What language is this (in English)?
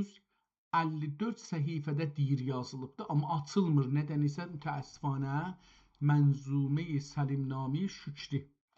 South Azerbaijani